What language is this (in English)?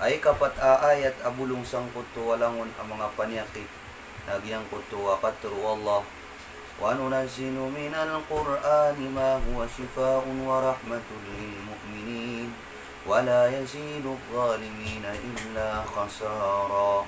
Maranao